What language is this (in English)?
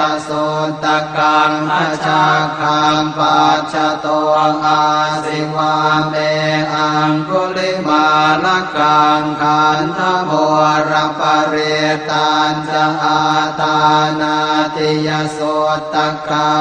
Pali